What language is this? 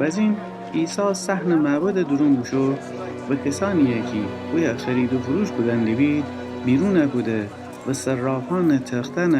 Gilaki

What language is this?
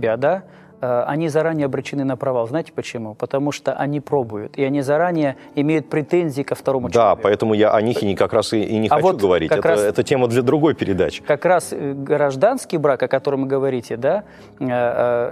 Russian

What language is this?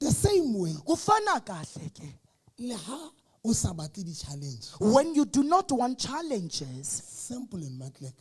Southern Sotho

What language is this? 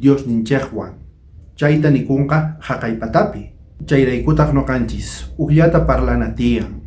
South Bolivian Quechua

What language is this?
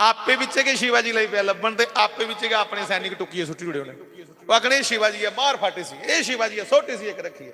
Dogri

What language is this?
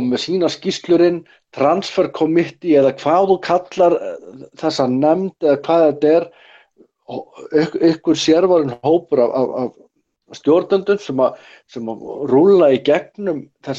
Icelandic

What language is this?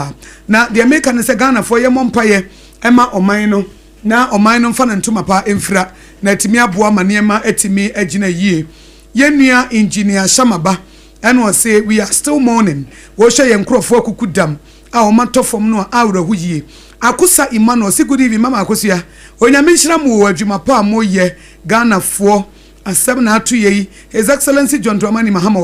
Akan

